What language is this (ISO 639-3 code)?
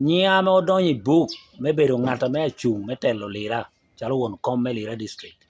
laj